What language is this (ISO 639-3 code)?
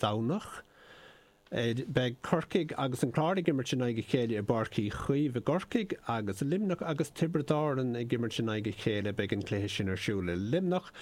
gle